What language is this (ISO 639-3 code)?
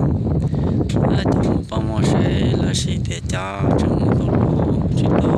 hmn